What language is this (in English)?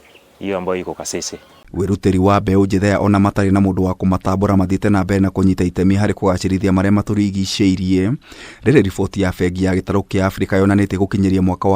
Kikuyu